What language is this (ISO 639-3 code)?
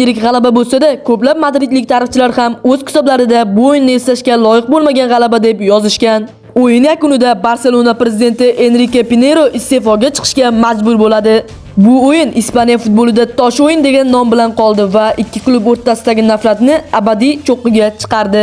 uzb